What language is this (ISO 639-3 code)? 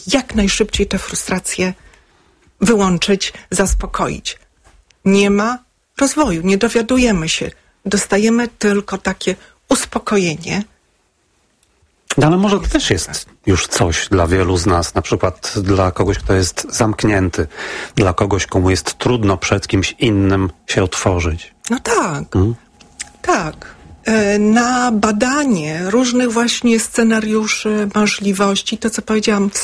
pol